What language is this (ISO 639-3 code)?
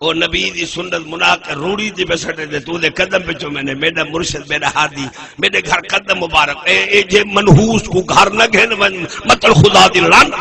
skr